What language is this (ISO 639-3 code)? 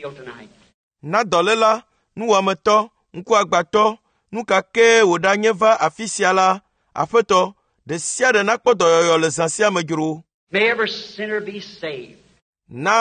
ewe